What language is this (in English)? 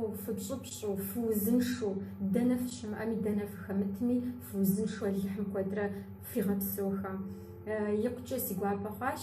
Kabardian